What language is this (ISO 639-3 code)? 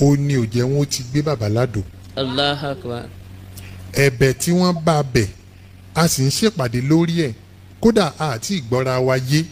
yor